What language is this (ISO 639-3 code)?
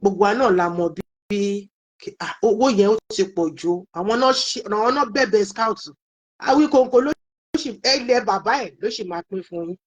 yor